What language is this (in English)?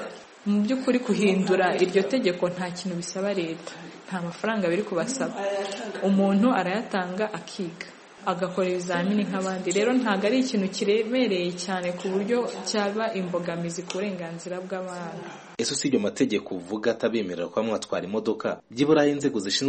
Kinyarwanda